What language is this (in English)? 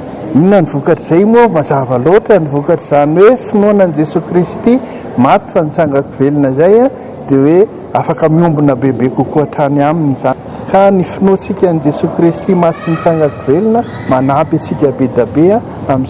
Malagasy